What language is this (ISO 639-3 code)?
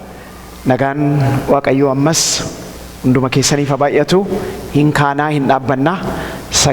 orm